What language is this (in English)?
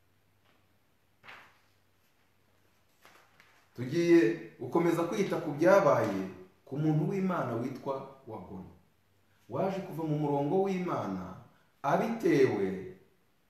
Kinyarwanda